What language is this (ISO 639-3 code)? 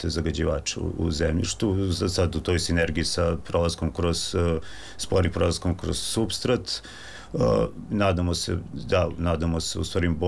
srp